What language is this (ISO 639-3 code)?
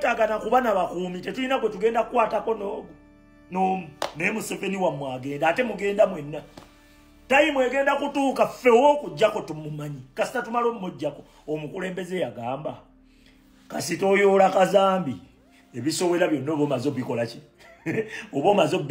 lug